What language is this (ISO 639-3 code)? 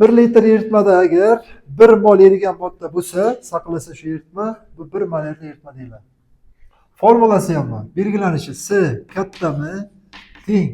uzb